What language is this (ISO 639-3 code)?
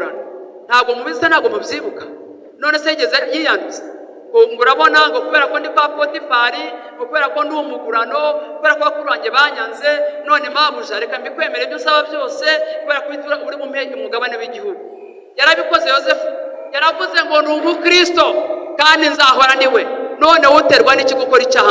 kin